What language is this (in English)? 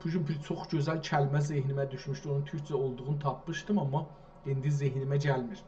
South Azerbaijani